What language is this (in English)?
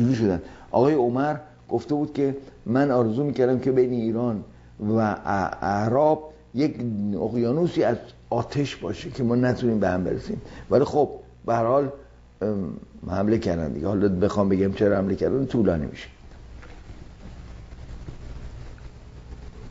Persian